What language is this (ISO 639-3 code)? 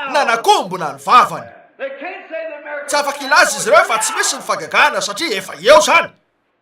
mlg